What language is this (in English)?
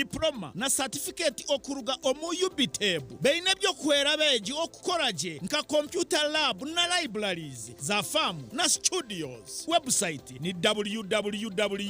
Nyankole